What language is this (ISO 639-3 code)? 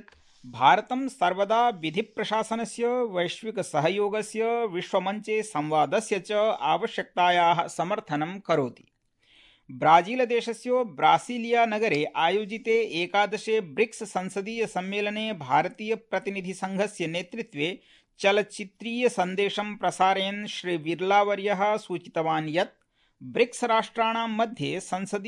san